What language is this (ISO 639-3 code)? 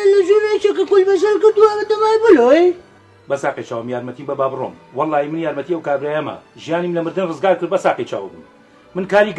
ckb